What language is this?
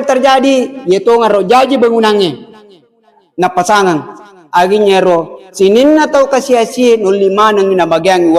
Buginese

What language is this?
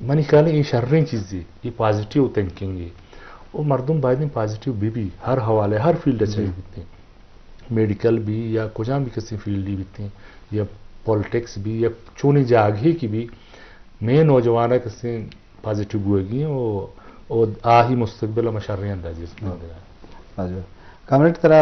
Eastern Balochi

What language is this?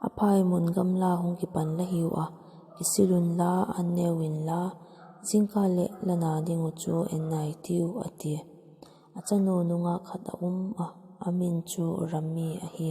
Vaiphei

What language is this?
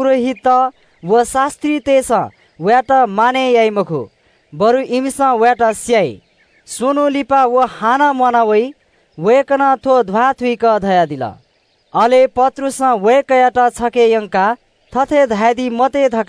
Newari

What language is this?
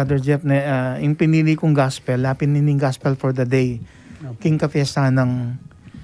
Pampanga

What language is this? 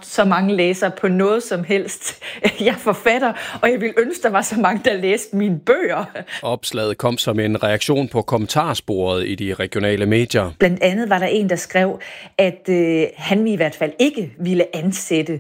Danish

